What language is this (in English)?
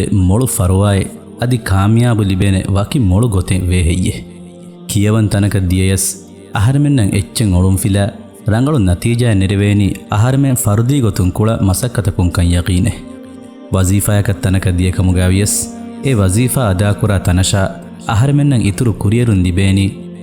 Divehi